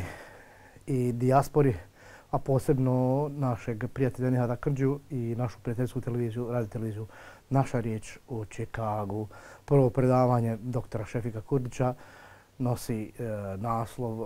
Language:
Bosnian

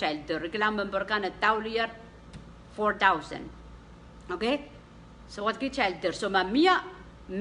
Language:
Pohnpeian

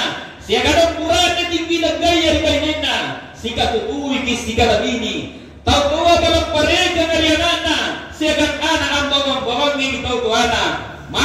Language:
Makasar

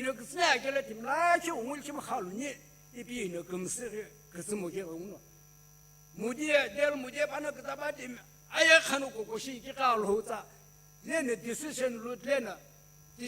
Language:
Sumi Naga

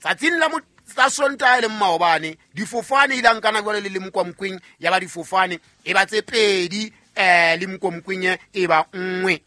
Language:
Southern Sotho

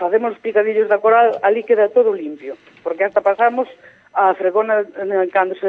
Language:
Galician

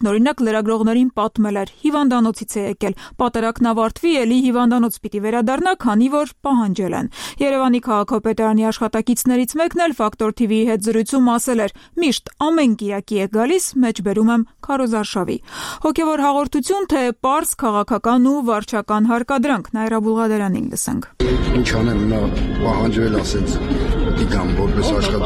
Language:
Armenian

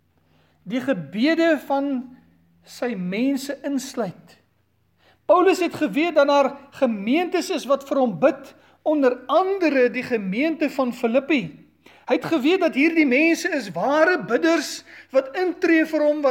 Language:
Afrikaans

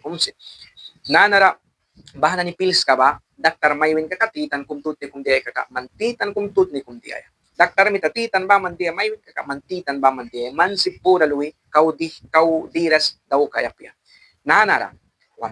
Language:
Mískito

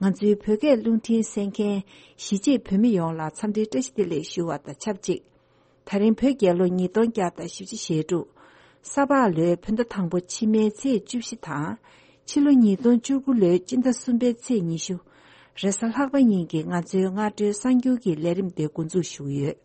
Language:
Tibetan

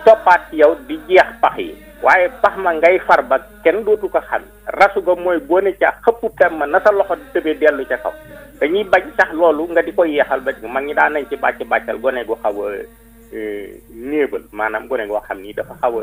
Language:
Wolof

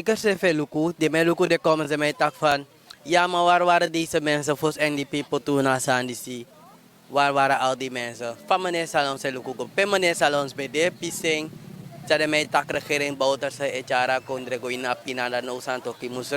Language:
Sranan Tongo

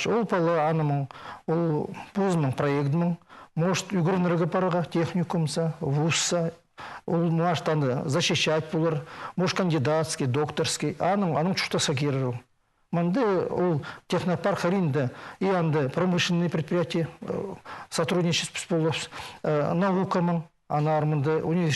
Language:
Khakas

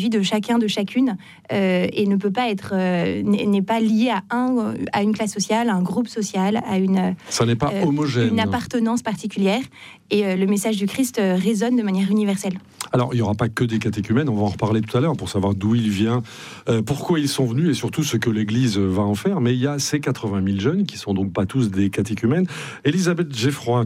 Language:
French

